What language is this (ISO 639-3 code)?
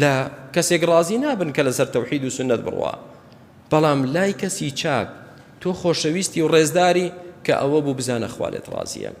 ckb